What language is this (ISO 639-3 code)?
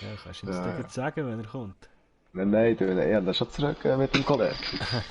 gsw